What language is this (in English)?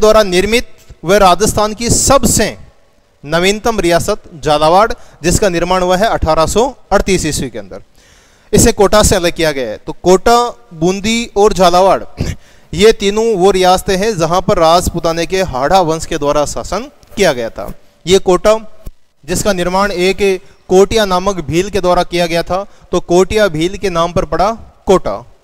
Hindi